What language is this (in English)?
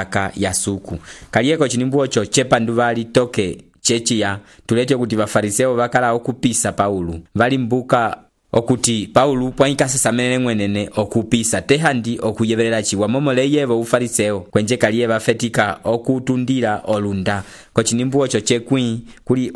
Umbundu